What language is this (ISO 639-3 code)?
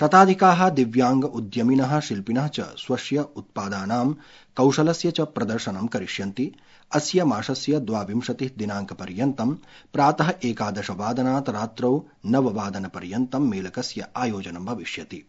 san